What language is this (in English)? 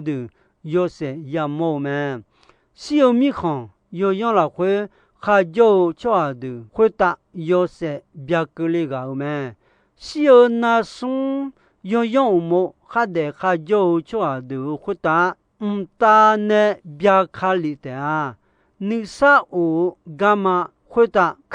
Akha